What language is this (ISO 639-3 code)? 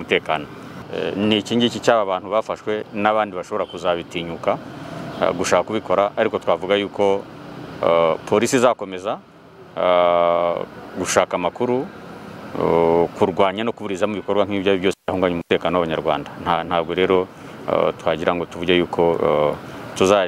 kin